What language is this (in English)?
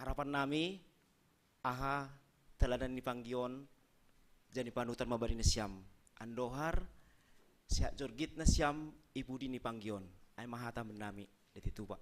Batak Simalungun